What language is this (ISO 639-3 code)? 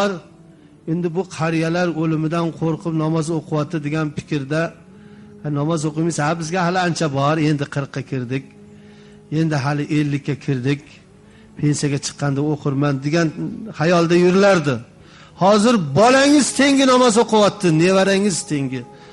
uzb